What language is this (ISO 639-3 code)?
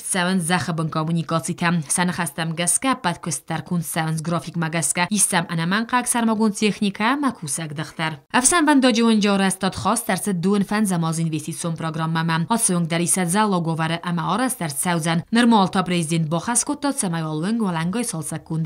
oss